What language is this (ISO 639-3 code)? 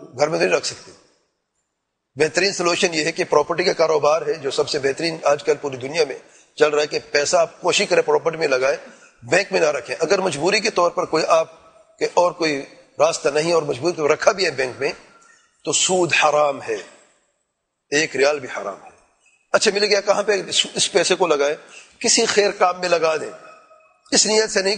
urd